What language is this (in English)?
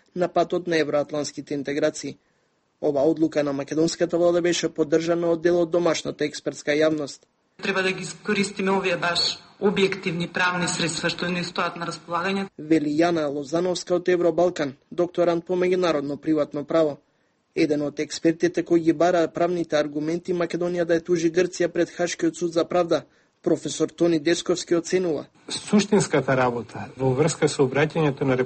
Macedonian